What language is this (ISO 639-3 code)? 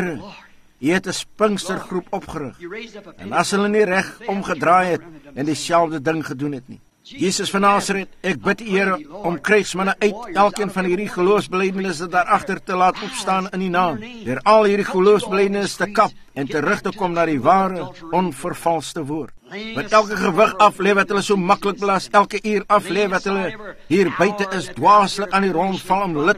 afr